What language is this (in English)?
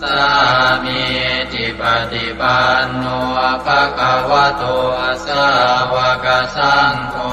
Pali